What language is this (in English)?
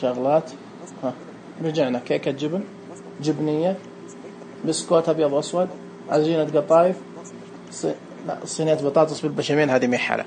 Najdi Arabic